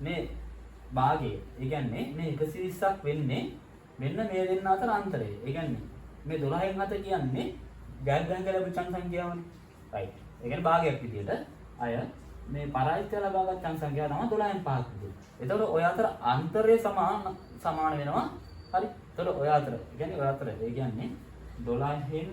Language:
Sinhala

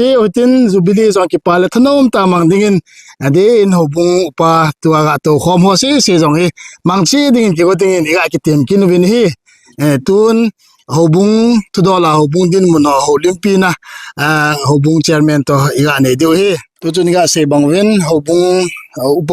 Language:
Thado Chin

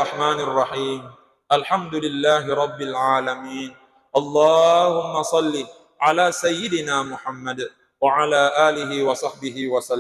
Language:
Buginese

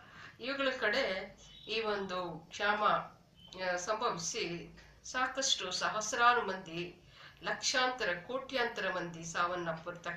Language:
Kannada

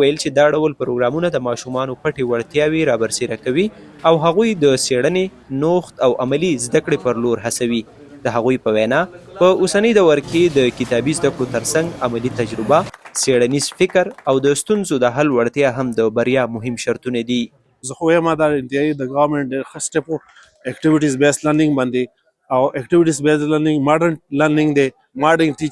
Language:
Pashto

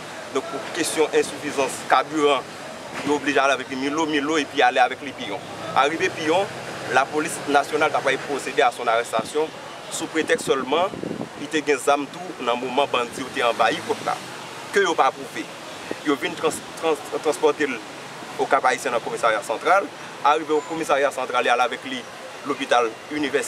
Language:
Haitian Creole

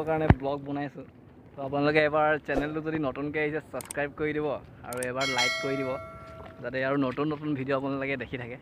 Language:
Assamese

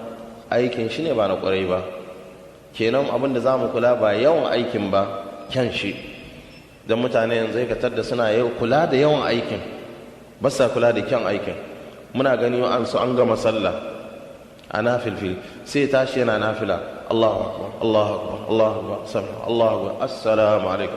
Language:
Hausa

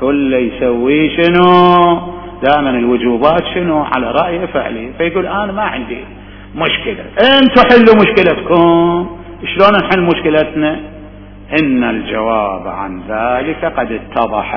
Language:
Mesopotamian Arabic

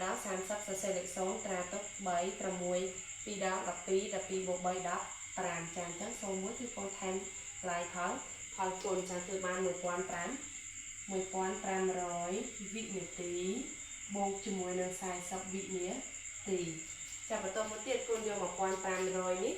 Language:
Khmer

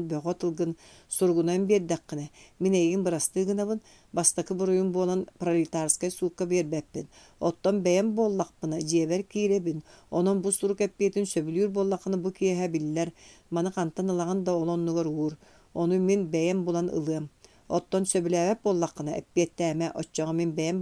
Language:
Yakut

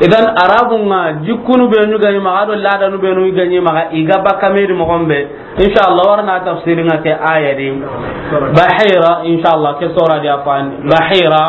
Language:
Soninke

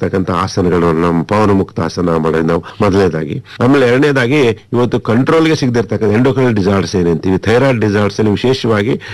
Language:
Kannada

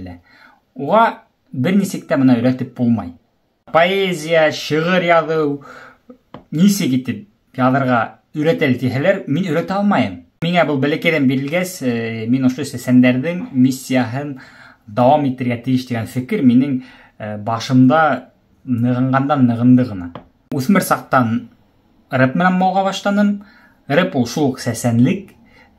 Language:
Bashkir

